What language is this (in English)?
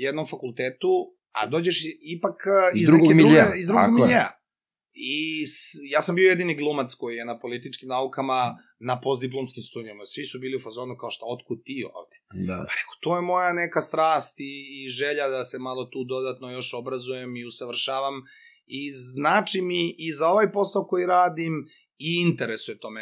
Serbian